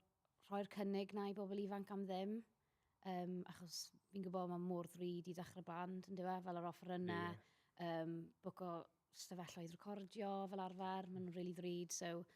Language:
Welsh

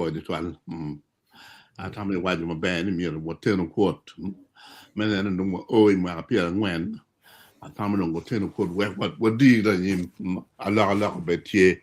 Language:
Acoli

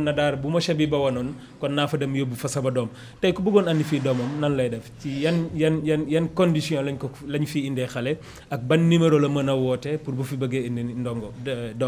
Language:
Wolof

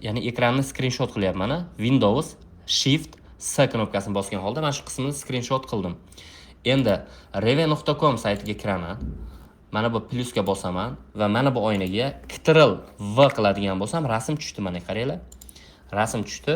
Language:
Uzbek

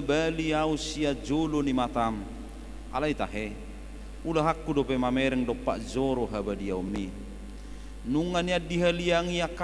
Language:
Batak Toba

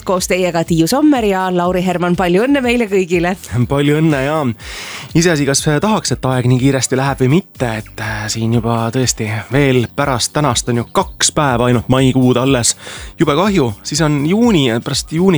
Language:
Estonian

